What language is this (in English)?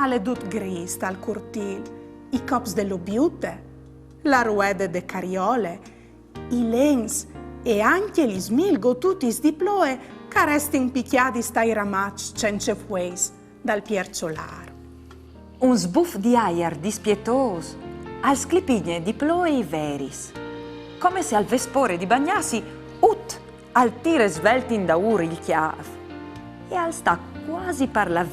Friulian